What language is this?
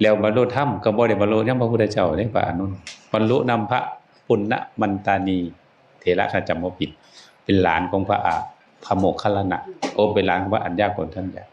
Northeastern Thai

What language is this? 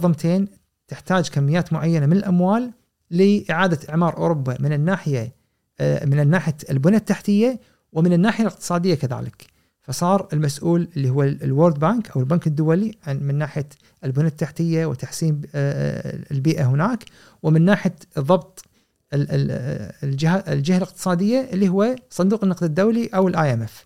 Gulf Arabic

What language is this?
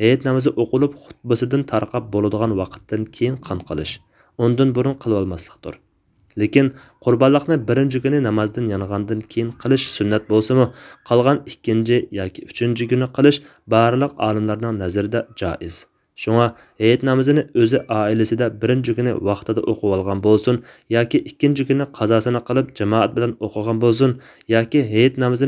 Uyghur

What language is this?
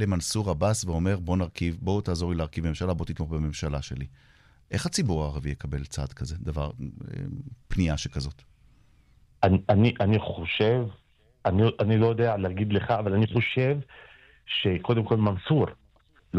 Hebrew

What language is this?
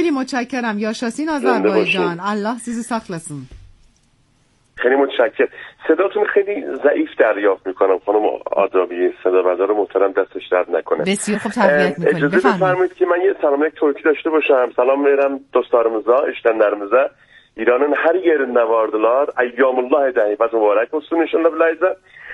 Persian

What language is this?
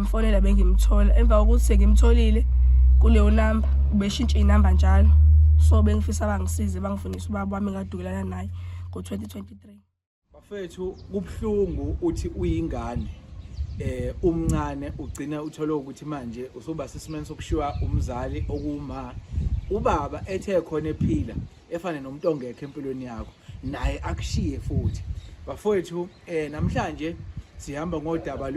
Zulu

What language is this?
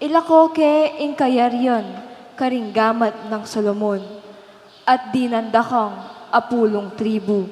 Pampanga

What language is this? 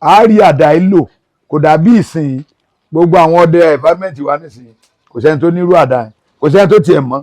Yoruba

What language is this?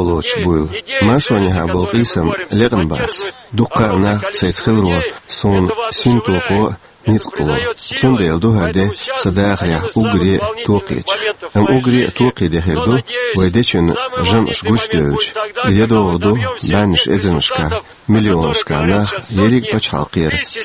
Chechen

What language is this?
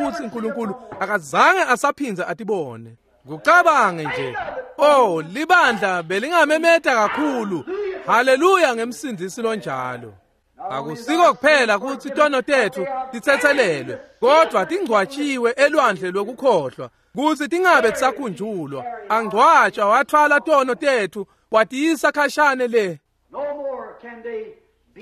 Swati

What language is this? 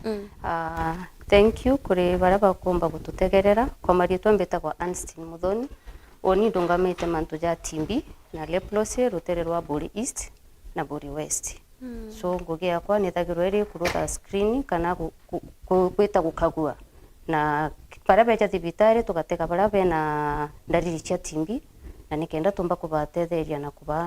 Meru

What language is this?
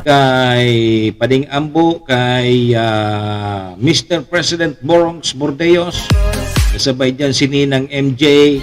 Bikol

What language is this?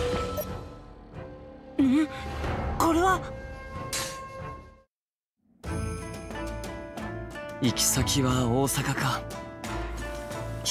Japanese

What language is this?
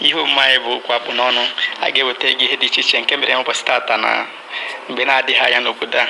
Igbo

